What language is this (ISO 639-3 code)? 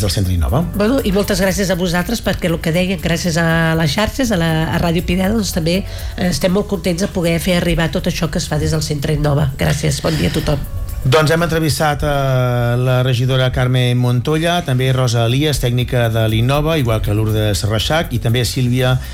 cat